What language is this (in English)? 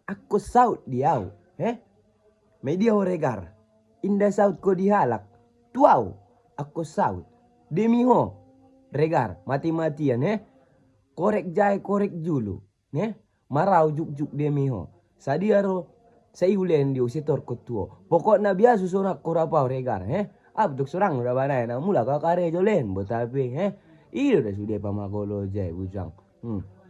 Batak Mandailing